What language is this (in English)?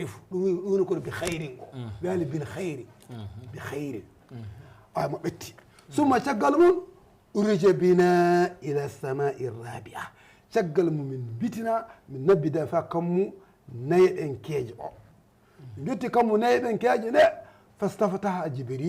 Fula